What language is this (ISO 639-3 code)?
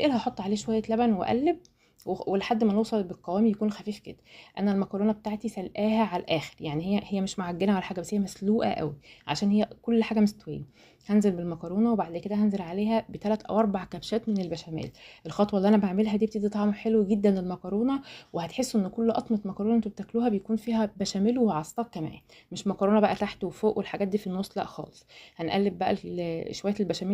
arz